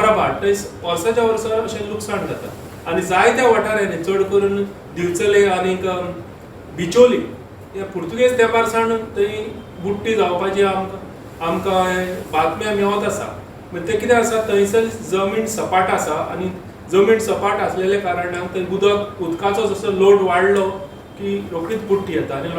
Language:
Konkani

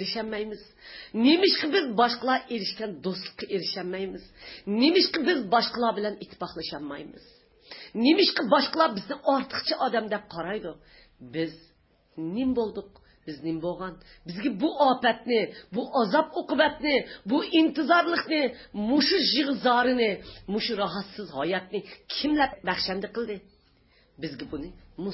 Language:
Uyghur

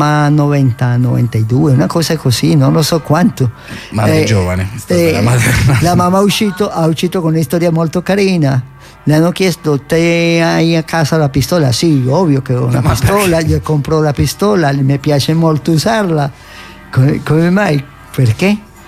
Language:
Italian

